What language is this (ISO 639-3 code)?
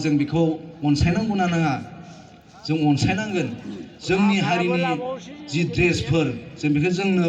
brx